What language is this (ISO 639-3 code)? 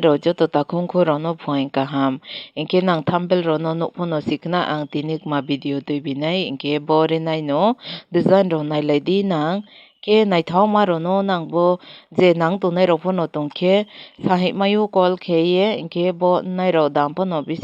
trp